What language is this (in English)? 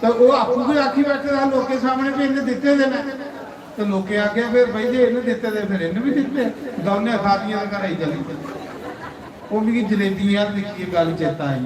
Dogri